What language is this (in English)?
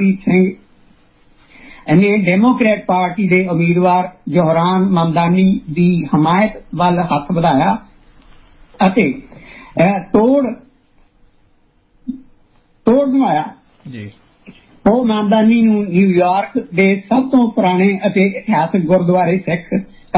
Punjabi